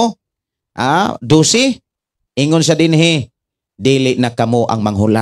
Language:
Cebuano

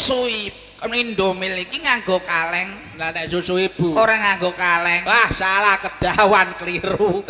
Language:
Javanese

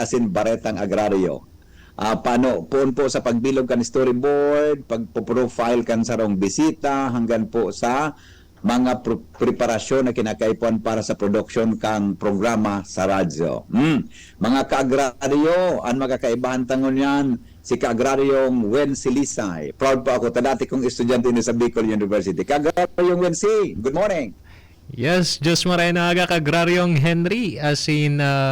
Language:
Bikol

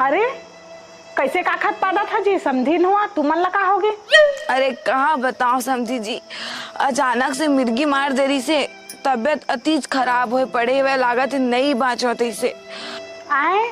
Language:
Chhattisgarhi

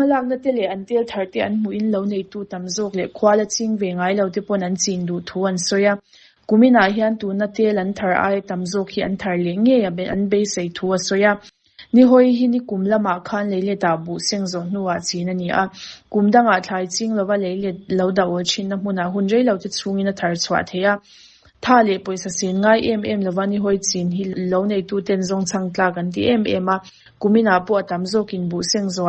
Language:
Mizo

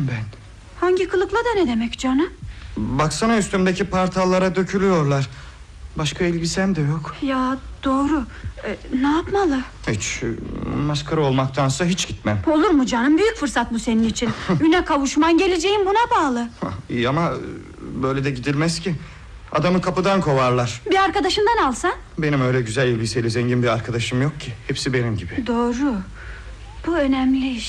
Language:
Turkish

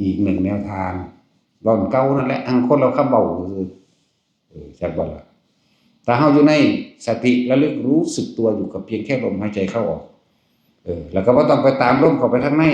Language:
Northeastern Thai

